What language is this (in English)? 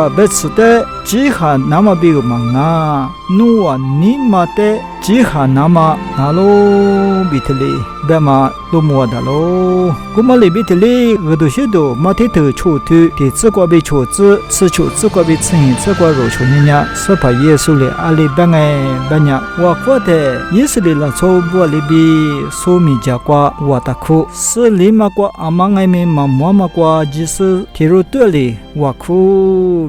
Lisu